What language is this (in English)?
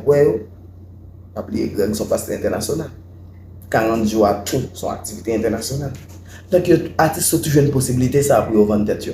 Haitian Creole